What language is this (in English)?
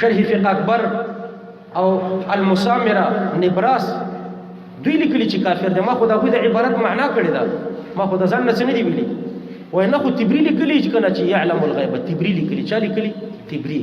Pashto